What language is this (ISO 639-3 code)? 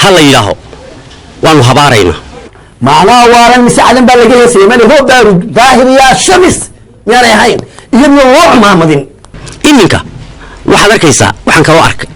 som